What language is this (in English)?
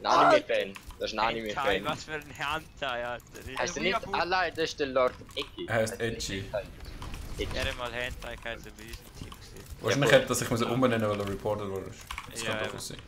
Swiss German